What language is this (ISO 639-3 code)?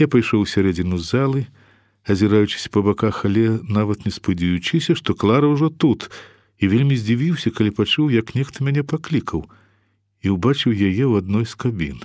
bel